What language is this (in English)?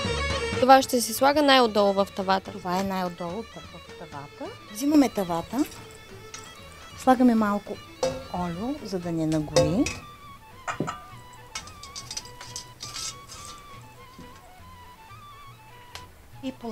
Bulgarian